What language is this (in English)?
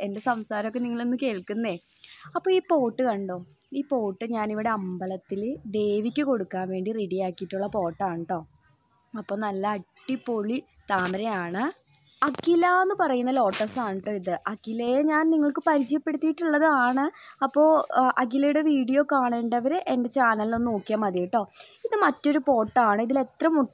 Malayalam